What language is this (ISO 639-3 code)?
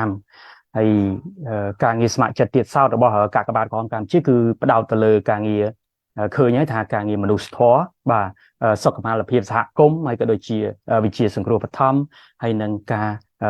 khm